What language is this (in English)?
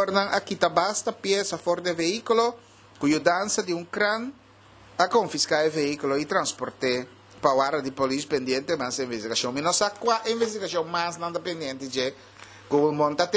Papiamento